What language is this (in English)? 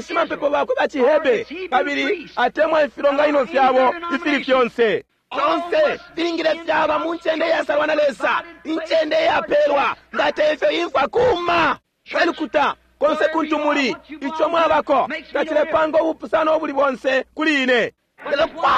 Bemba